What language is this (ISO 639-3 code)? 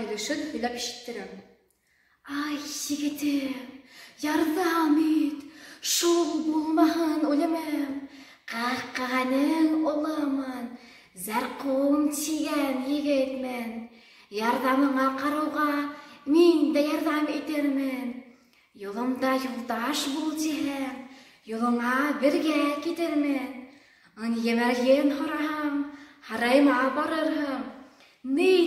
bak